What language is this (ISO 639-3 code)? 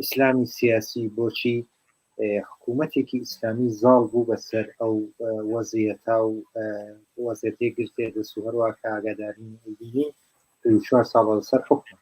ckb